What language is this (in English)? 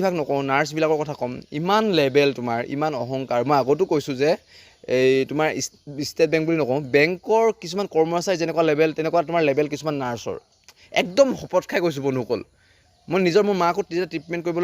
Assamese